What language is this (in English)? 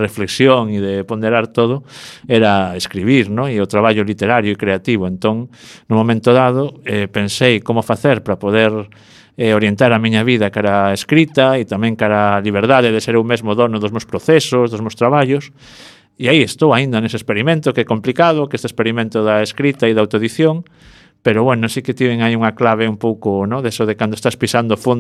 Galician